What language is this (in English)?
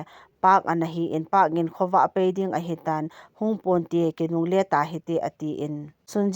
Thado Chin